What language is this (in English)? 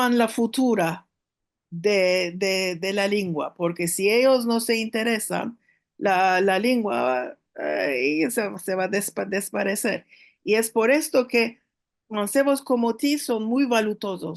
Ladino